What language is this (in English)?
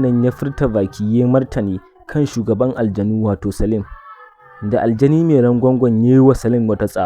Hausa